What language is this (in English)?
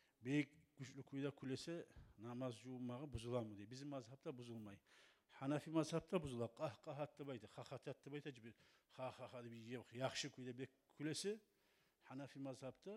Kumyk